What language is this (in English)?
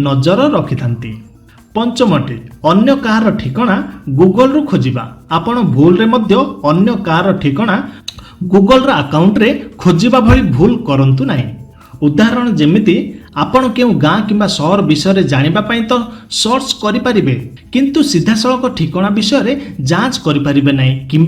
Odia